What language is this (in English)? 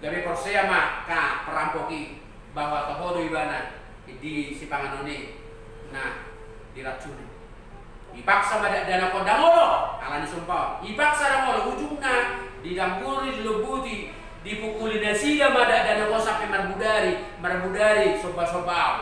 Batak Toba